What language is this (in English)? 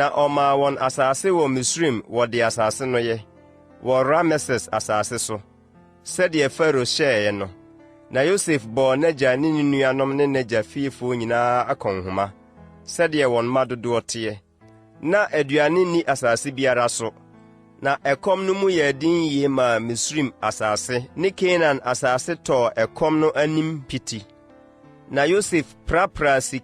Akan